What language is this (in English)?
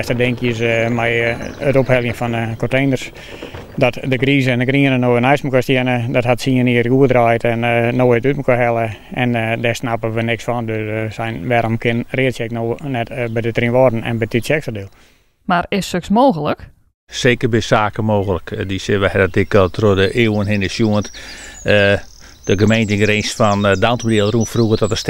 Western Frisian